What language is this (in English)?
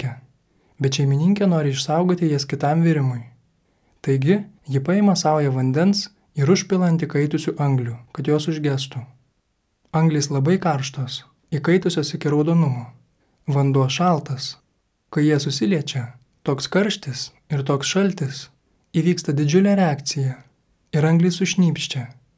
Lithuanian